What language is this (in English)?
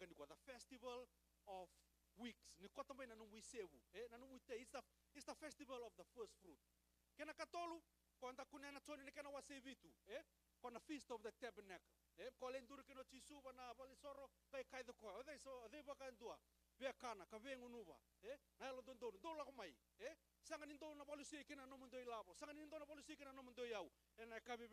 Fijian